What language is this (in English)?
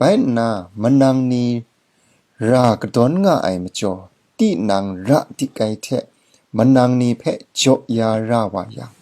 Kachin